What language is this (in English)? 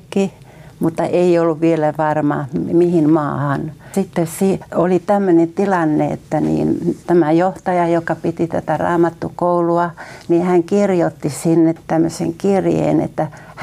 Finnish